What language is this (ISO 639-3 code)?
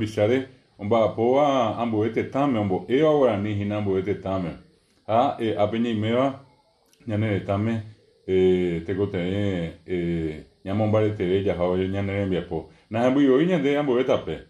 grn